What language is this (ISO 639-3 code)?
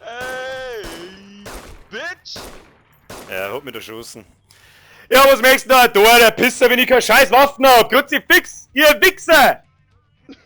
bar